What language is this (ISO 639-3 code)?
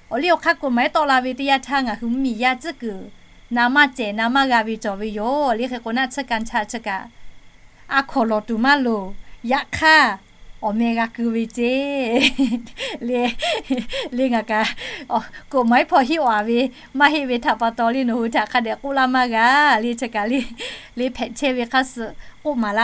lhu